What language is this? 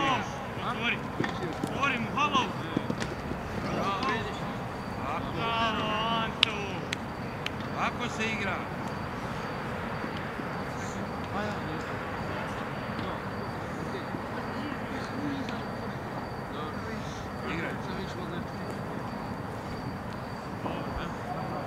Croatian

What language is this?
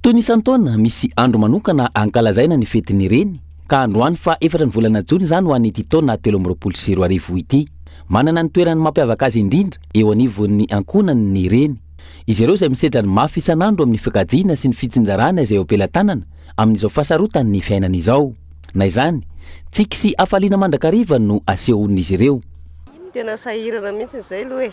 Malagasy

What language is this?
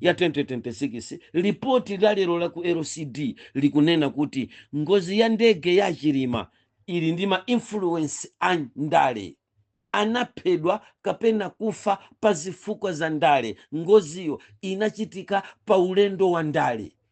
Nyanja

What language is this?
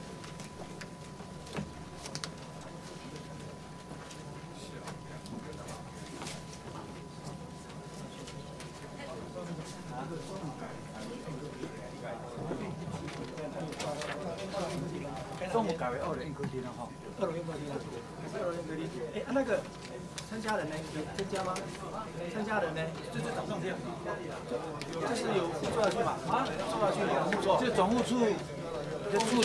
Chinese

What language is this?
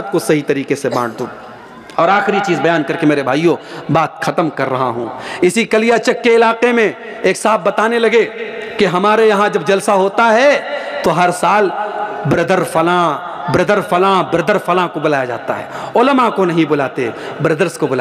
Urdu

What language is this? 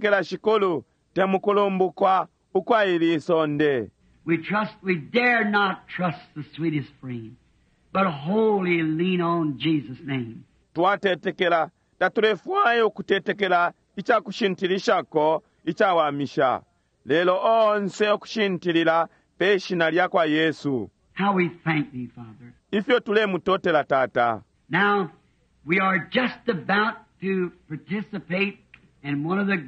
Bemba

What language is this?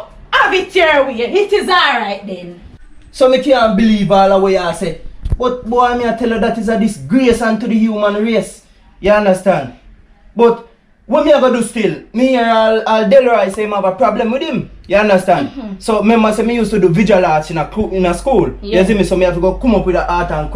Jamaican Creole English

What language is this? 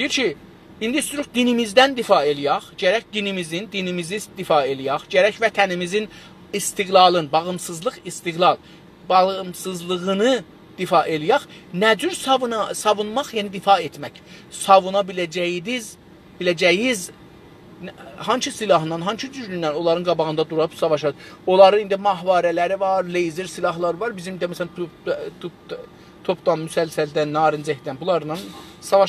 South Azerbaijani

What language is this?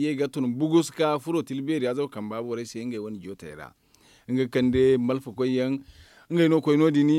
Zarma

